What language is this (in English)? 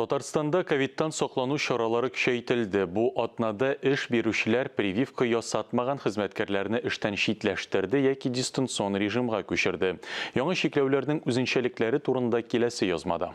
Tatar